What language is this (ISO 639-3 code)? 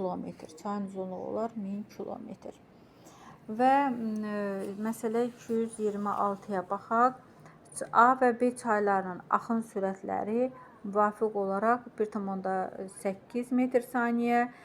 aze